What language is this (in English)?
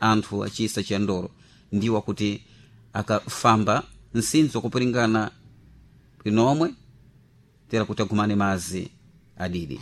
Sena